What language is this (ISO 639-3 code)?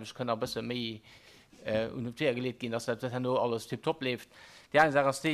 ltz